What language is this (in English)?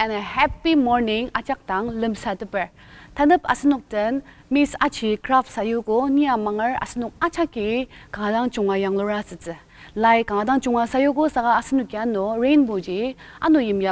Ao Naga